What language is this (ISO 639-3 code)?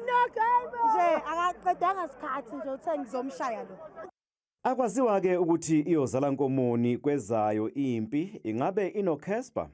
zul